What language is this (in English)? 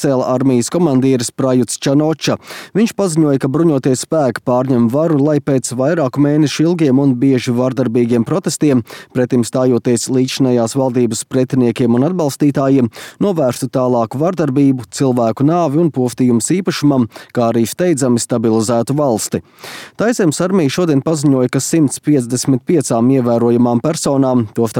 Latvian